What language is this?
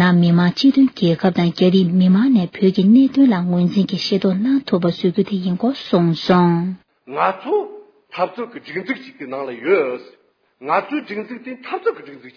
Tibetan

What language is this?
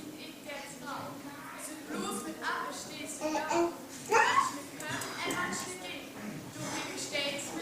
Northern Frisian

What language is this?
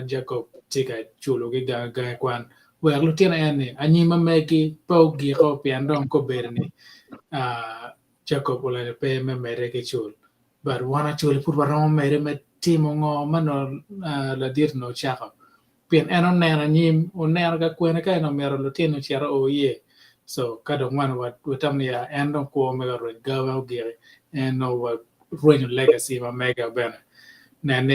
Acoli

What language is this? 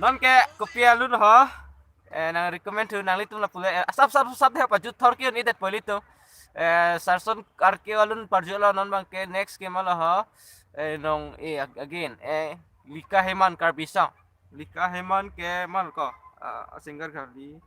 Karbi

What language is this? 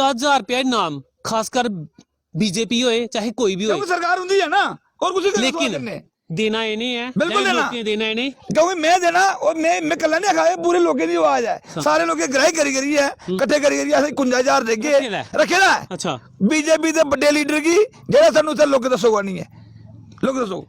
Dogri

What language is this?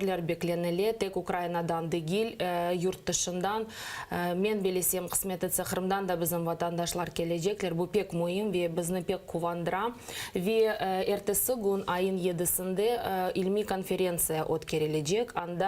Crimean Tatar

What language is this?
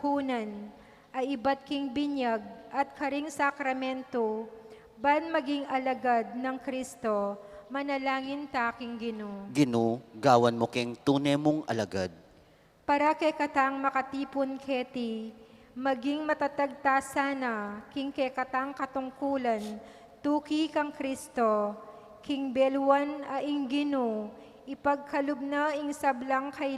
Pampanga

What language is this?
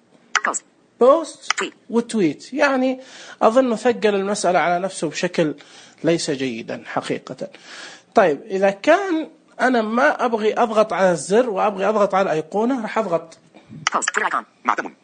Najdi Arabic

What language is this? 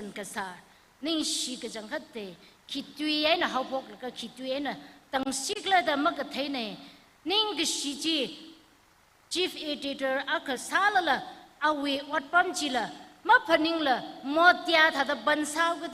Tangkhul Naga (India)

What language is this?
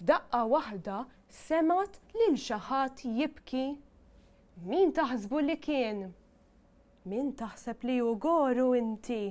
Maltese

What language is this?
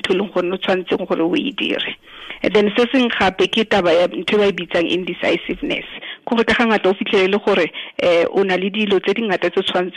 Tswana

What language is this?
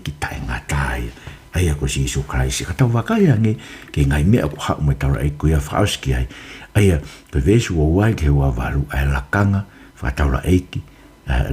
Tongan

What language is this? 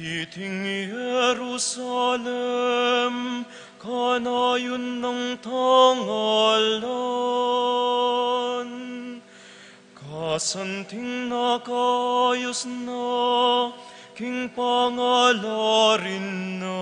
Pampanga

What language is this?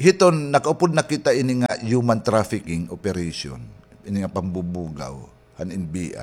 Waray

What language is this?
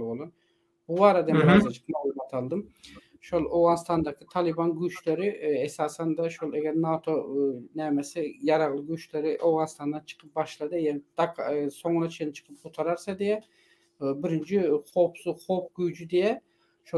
Turkmen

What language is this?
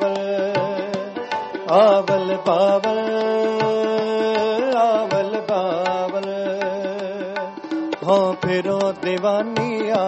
Punjabi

